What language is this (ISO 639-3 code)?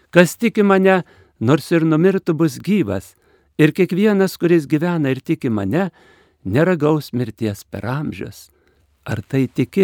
lit